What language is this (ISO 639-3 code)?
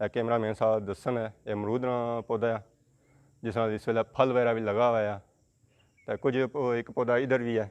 phr